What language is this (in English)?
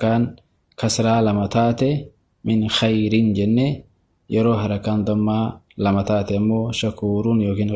Oromo